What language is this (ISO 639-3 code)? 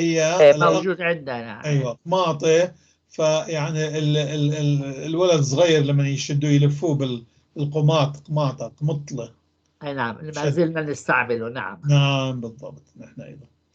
apc